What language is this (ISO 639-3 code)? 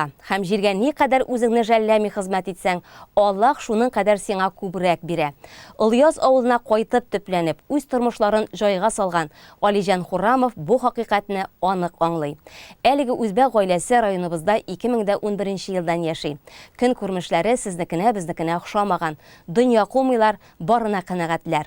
tat